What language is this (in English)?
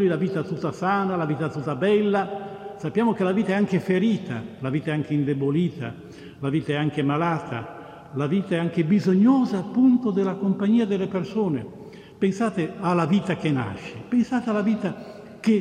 Italian